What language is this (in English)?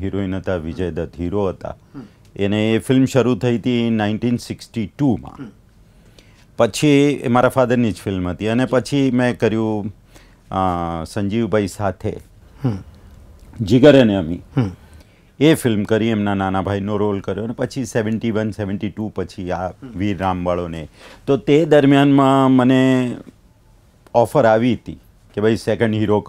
Gujarati